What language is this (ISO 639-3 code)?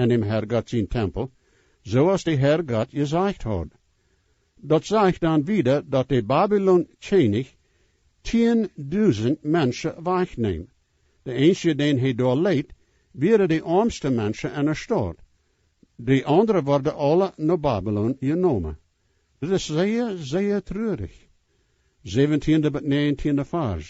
pdt